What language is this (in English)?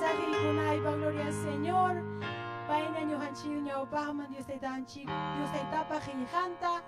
Ayacucho Quechua